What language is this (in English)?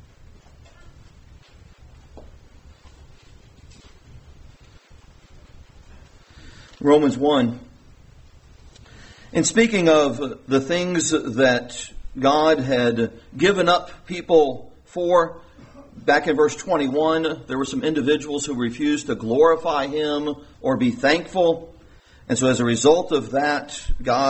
English